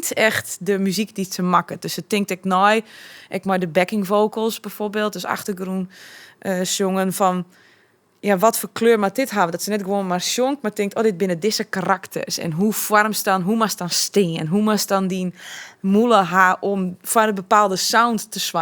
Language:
Western Frisian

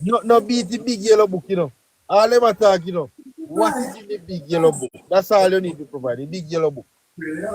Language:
Jamaican Creole English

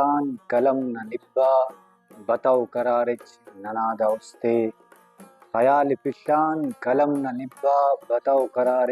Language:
Brahui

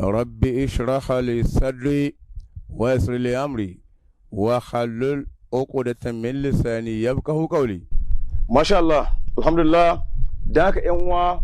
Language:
Hausa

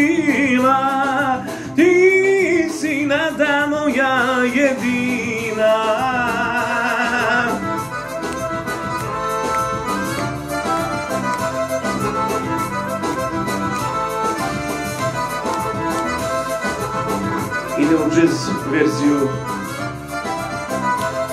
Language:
Serbian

